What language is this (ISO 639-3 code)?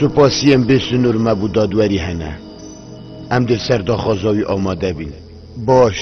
kur